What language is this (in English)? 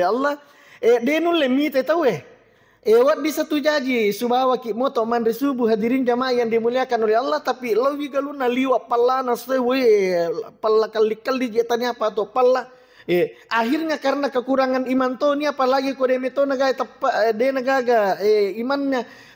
Buginese